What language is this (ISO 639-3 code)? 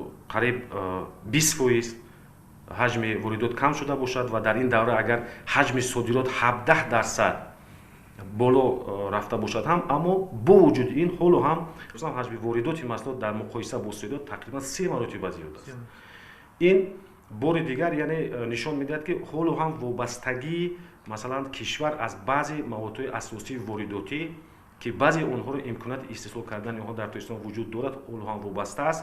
tgk